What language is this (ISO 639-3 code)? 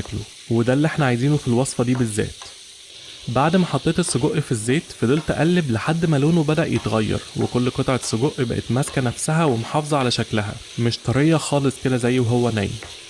arz